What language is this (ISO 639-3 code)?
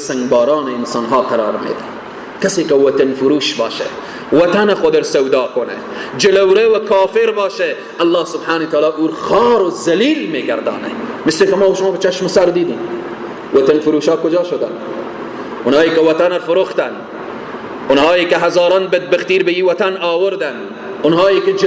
fas